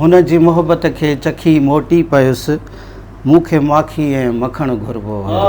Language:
Sindhi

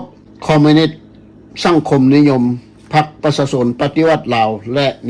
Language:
Lao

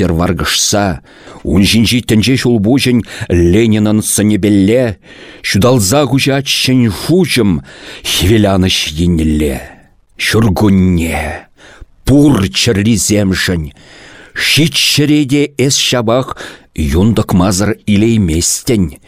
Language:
Chuvash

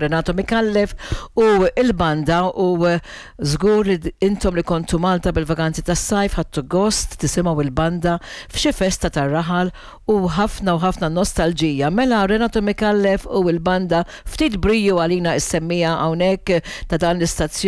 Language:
Maltese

